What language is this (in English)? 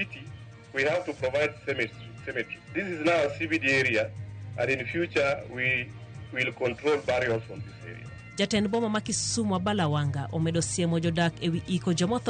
Luo (Kenya and Tanzania)